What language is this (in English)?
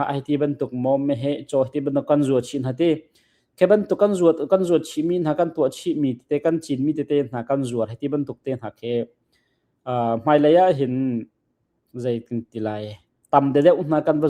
Hakha Chin